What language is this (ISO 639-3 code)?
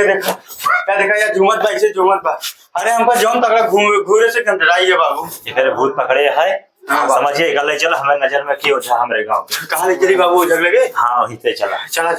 awa